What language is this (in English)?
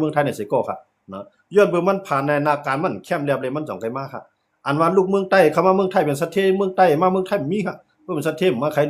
Shan